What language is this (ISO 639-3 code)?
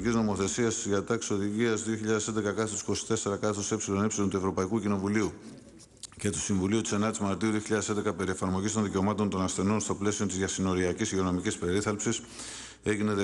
ell